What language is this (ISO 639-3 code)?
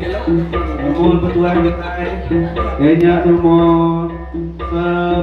iba